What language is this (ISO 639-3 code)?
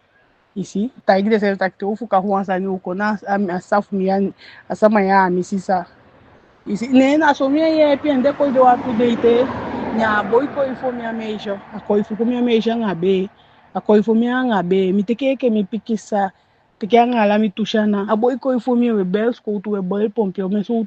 djk